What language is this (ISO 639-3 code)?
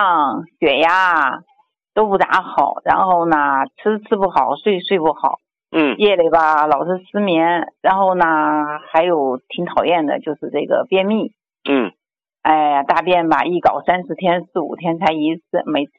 zho